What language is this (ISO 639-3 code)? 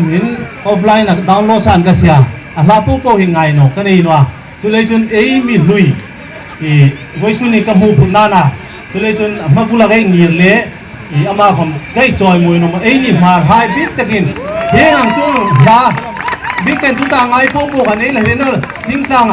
hmr